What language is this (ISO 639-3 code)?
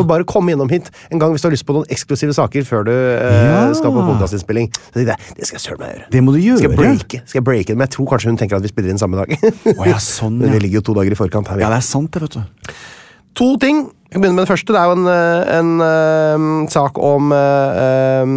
nor